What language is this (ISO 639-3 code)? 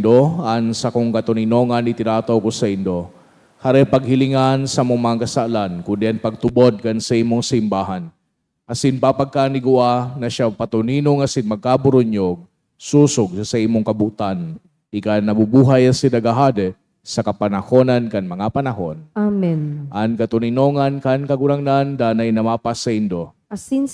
bik